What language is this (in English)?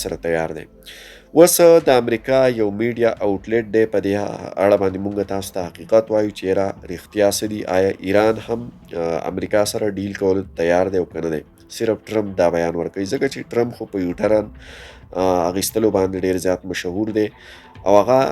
Pashto